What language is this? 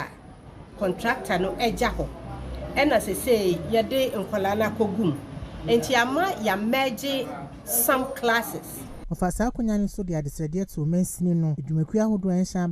Akan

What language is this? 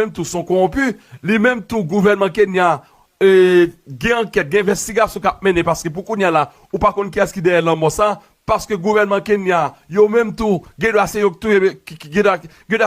Haitian Creole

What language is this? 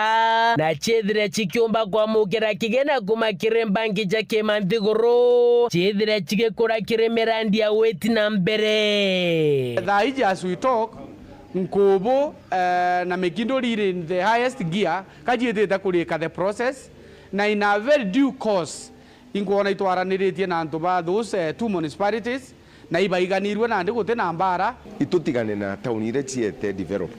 Meru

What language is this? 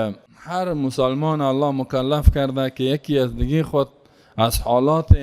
Persian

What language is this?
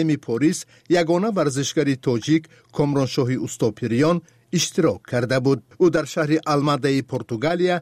Persian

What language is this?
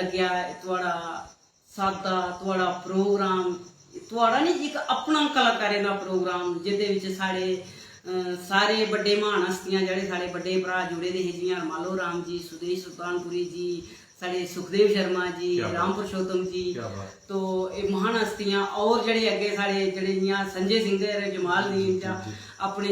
Dogri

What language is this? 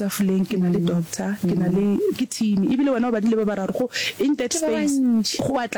Northern Sotho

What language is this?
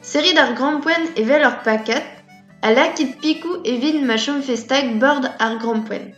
Breton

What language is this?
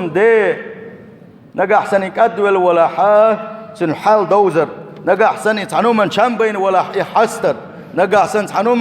Chechen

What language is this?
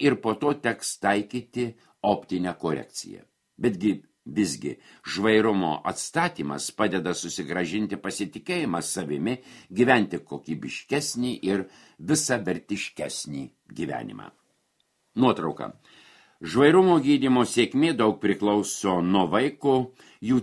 Lithuanian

